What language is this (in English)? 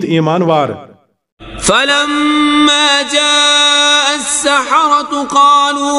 Kashmiri